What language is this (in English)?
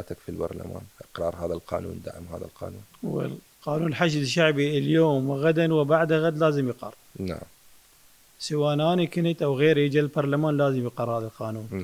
Mesopotamian Arabic